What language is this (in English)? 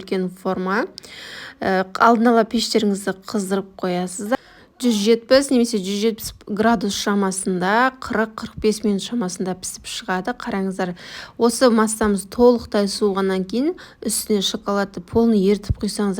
Kazakh